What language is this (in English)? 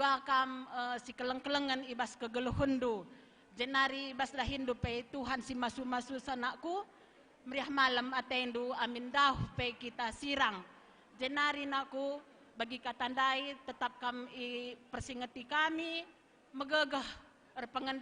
Batak Karo